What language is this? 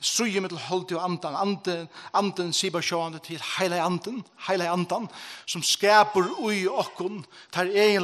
Faroese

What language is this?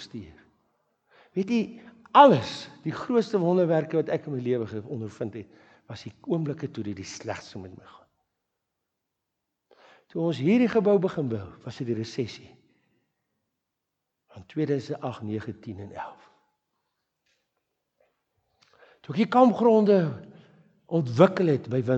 Afrikaans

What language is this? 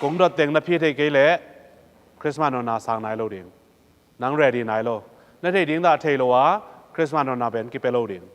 Tedim Chin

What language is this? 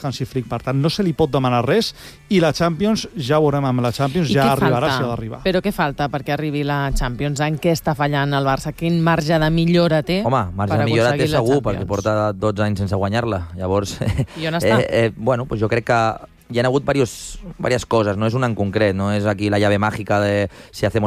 Catalan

